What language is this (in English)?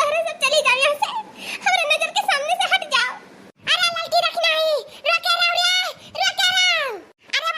Awadhi